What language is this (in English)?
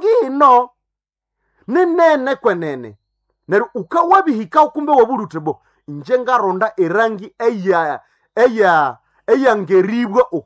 Nande